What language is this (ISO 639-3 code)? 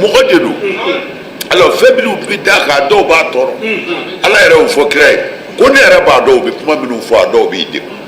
bam